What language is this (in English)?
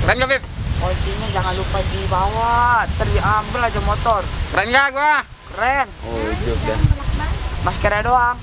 Betawi